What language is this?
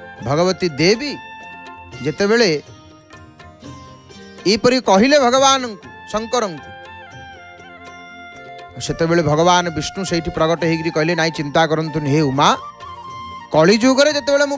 Odia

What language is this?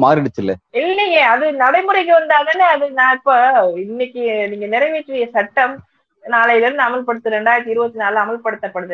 Tamil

